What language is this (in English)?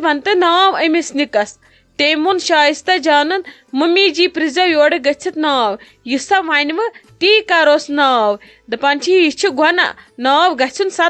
Kashmiri